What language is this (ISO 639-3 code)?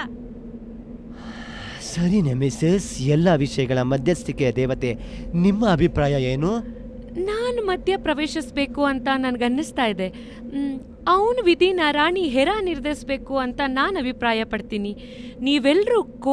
kan